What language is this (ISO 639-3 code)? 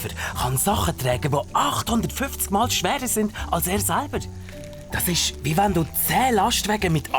gsw